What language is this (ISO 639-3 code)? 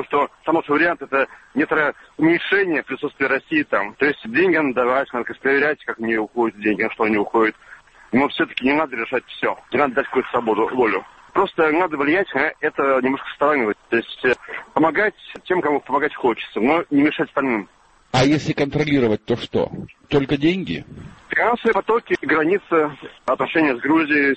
rus